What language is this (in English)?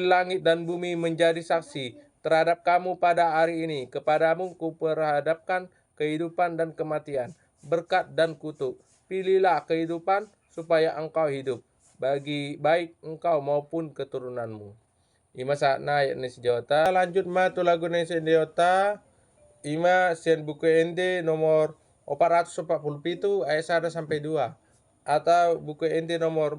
Batak Toba